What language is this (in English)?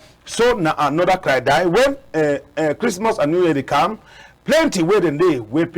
Cameroon Pidgin